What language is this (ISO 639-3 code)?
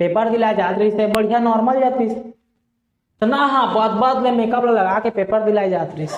hne